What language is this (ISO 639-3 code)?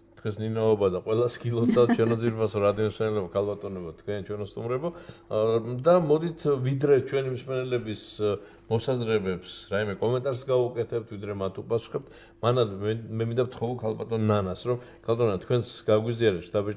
kat